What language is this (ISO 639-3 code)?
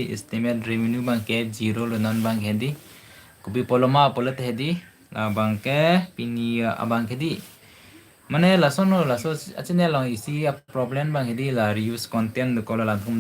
mjw